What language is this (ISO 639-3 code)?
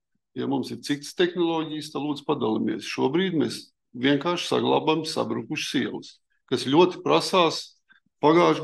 lav